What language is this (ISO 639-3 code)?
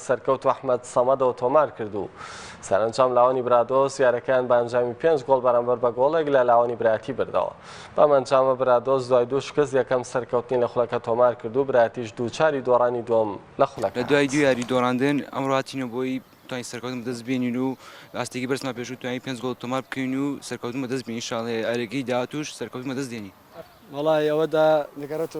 ckb